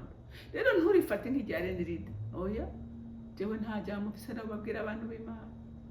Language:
Rundi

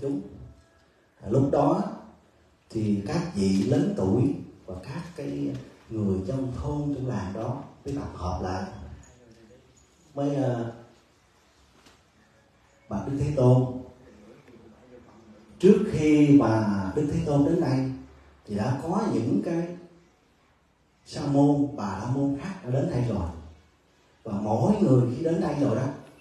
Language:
Vietnamese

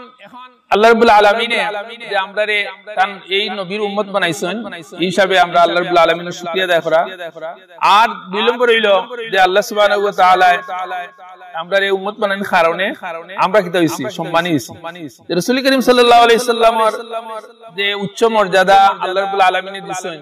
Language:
Sylheti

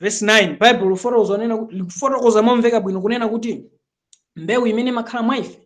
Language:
Nyanja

